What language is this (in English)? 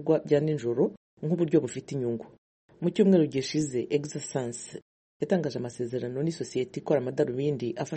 Kinyarwanda